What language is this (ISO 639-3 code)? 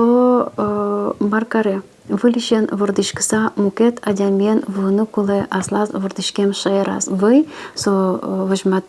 udm